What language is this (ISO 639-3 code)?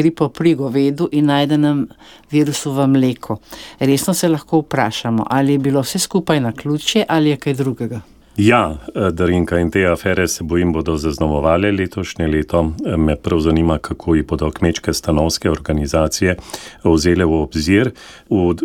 slv